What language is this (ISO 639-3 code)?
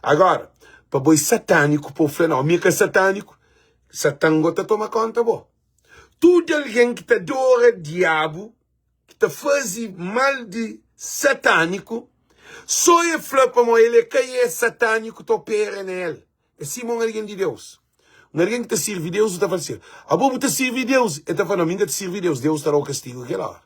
kea